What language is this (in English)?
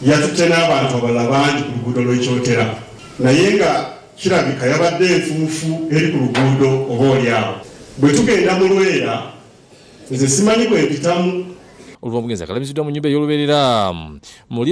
Ganda